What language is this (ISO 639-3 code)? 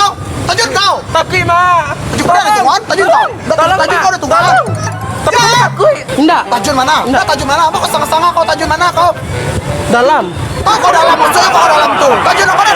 min